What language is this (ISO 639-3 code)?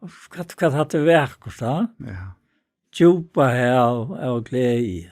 fao